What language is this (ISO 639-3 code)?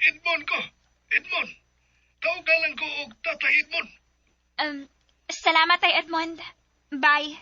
ceb